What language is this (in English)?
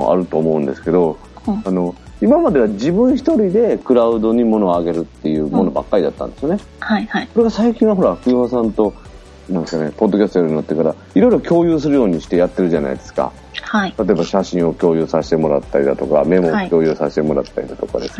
Japanese